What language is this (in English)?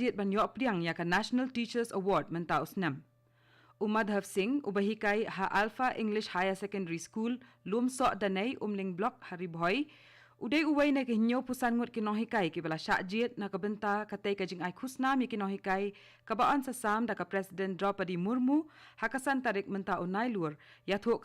Khasi